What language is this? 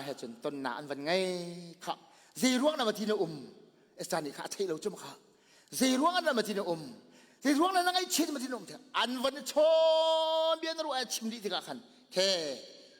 Hakha Chin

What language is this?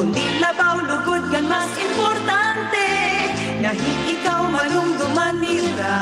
Waray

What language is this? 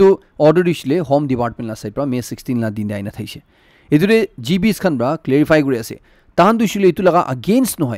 Naga Pidgin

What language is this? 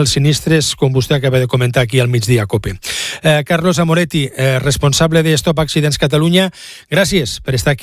Catalan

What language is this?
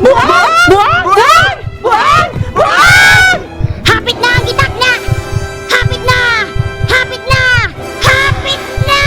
Cebuano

